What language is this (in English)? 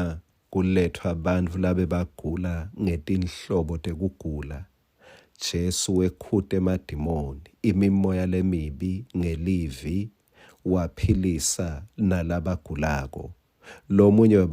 Swati